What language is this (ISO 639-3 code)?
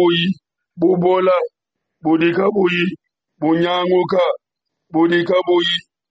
lua